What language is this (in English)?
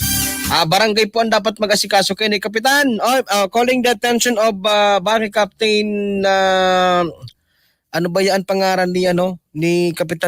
Bikol